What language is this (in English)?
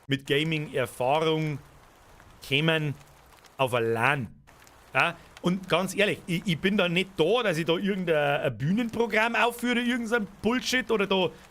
Bavarian